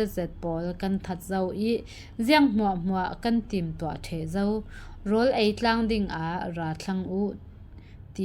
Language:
Falam Chin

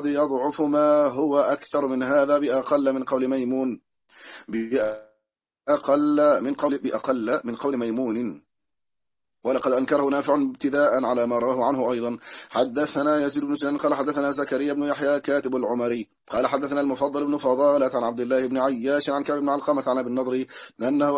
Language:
Arabic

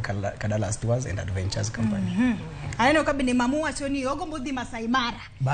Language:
Luo (Kenya and Tanzania)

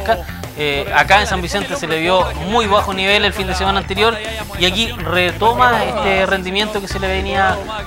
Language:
Spanish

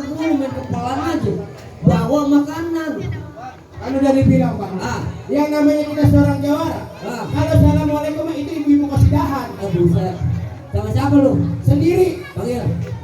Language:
Betawi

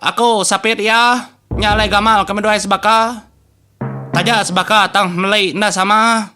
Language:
Iban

